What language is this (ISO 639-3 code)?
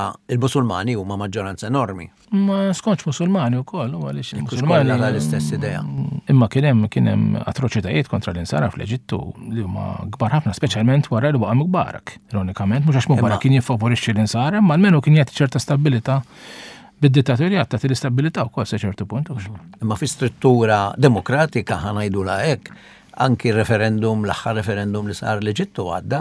mlt